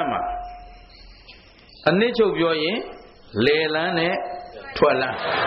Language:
Burmese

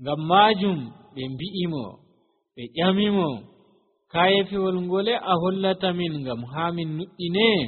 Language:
Nigerian Fulfulde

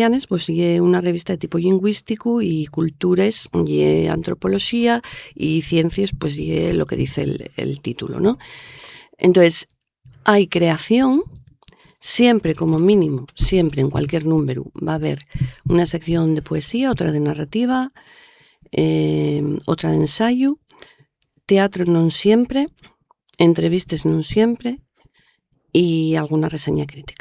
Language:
Asturian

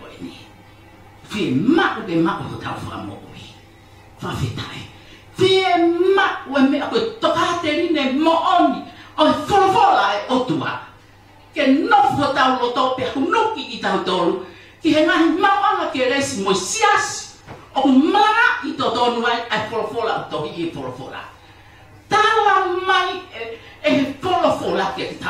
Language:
Tongan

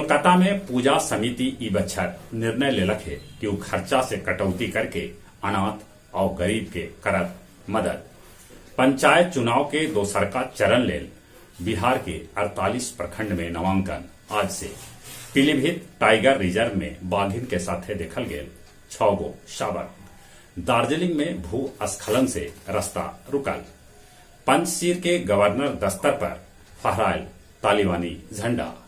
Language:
Magahi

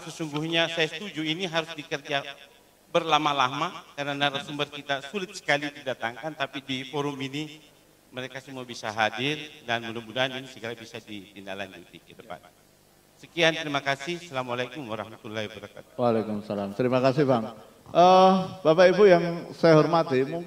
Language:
Indonesian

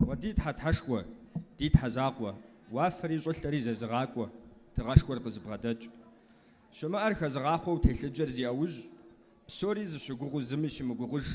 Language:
Kabardian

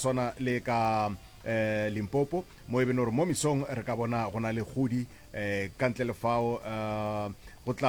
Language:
Northern Sotho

